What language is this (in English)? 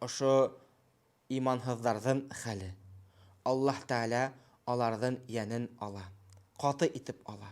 Bashkir